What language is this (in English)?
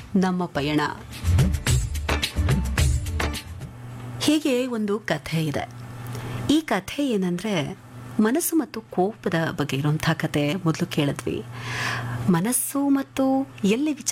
Kannada